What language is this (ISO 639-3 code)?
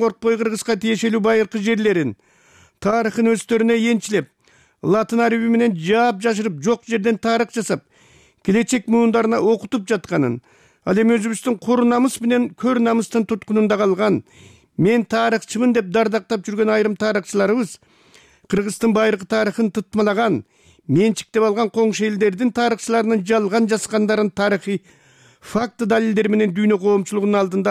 kir